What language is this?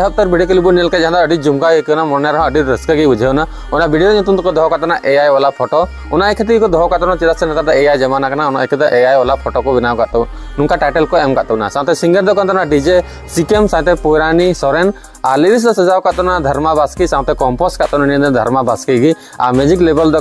Santali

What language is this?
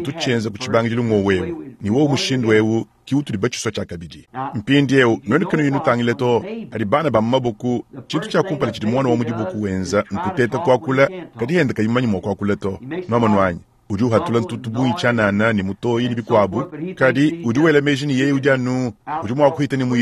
Luba-Lulua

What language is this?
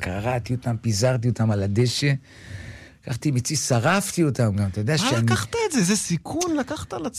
Hebrew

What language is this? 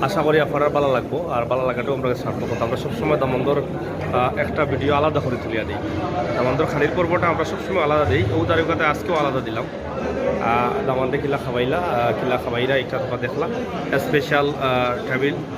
Sylheti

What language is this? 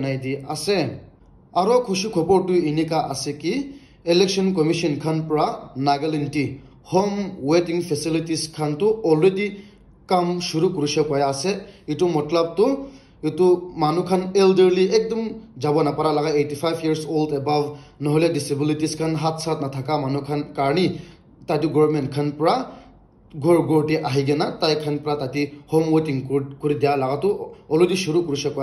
Naga Pidgin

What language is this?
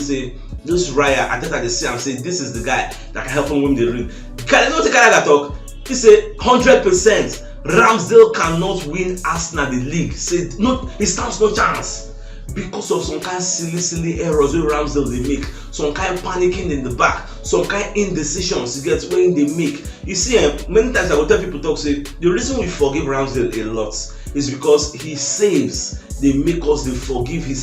Nigerian Pidgin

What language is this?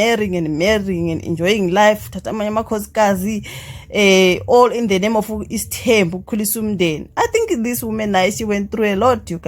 Zulu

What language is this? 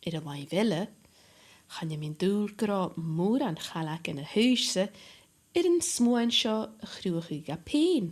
Scottish Gaelic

